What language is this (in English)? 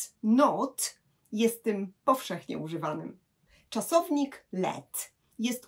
Polish